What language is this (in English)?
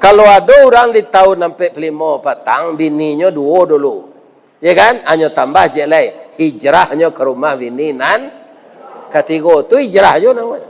Minangkabau